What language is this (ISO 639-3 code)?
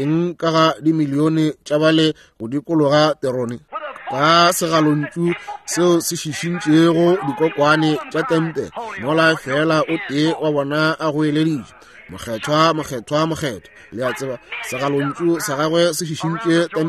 nso